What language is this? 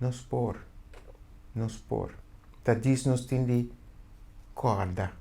Papiamento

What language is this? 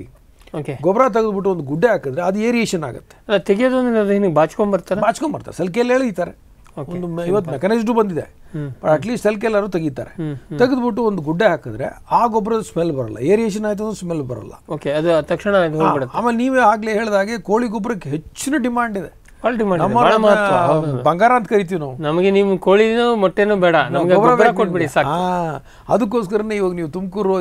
Kannada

